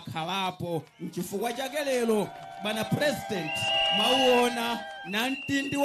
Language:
Nyanja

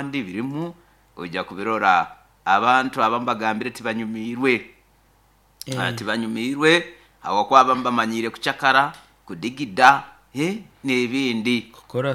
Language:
Nyoro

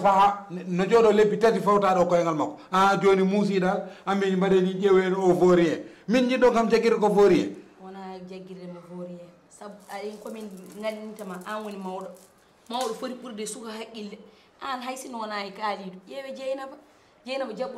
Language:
Fula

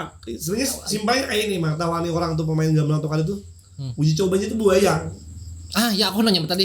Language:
Banjar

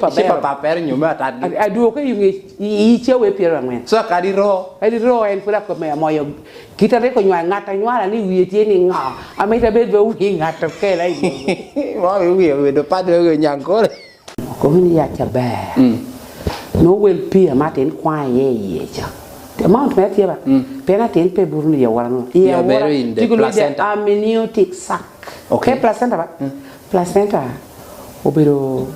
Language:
Lango (Uganda)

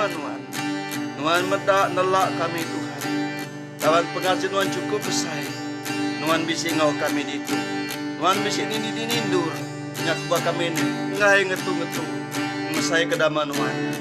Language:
Iban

